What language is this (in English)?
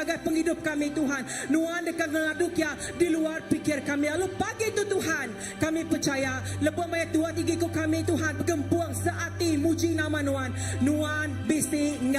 Iban